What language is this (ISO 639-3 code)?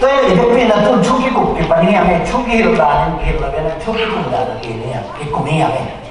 ctd